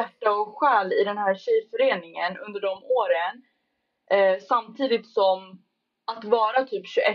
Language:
Swedish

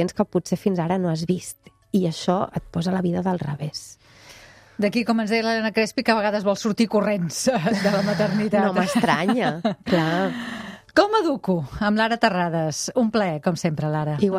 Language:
Catalan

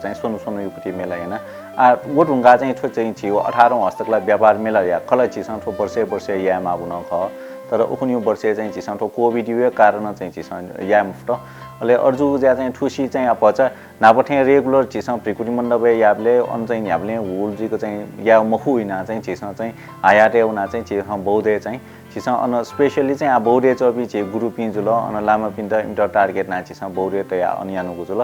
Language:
Newari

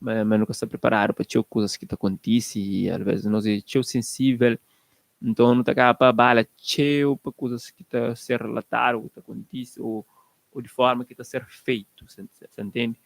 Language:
Kabuverdianu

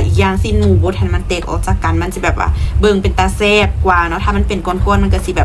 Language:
Lao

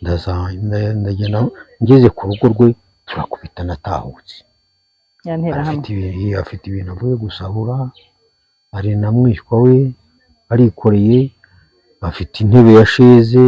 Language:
Kinyarwanda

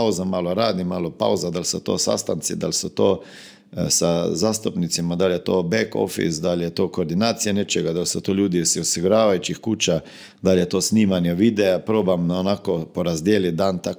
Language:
Croatian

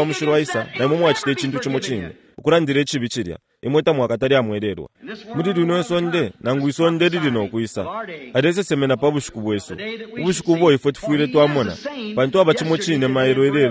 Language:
Bemba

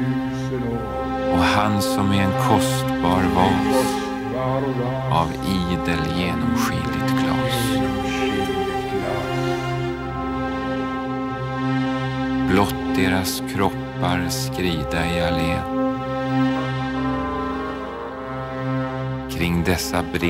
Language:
Swedish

